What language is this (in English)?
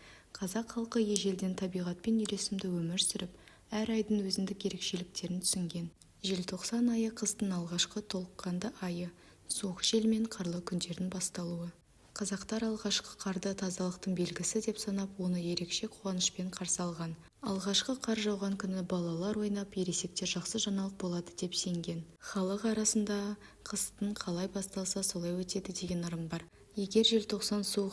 Kazakh